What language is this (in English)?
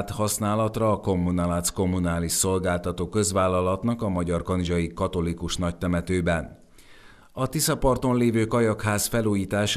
Hungarian